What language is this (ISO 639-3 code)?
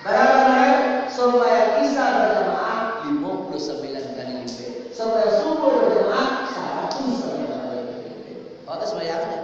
min